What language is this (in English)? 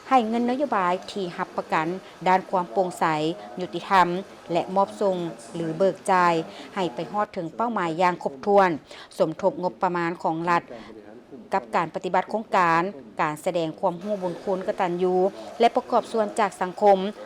Lao